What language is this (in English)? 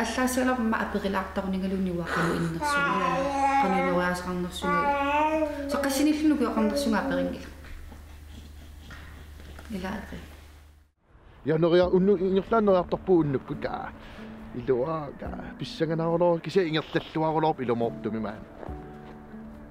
Kalaallisut